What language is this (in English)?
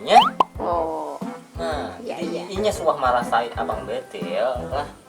Banjar